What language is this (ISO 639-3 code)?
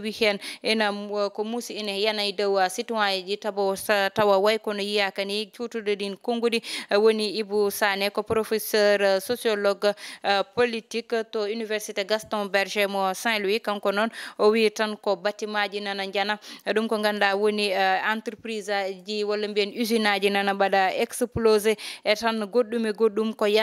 ful